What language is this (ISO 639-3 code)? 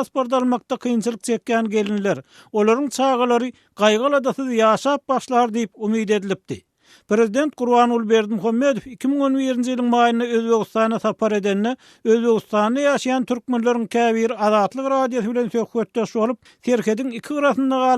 tuk